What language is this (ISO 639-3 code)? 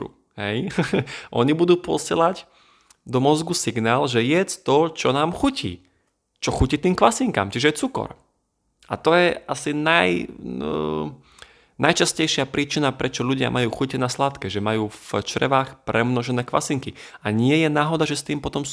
slk